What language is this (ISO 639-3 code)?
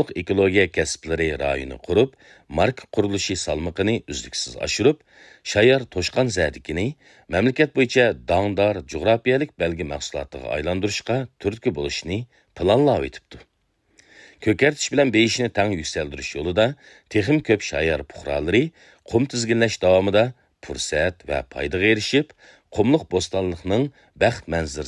uig